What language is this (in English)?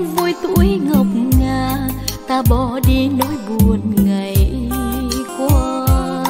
Vietnamese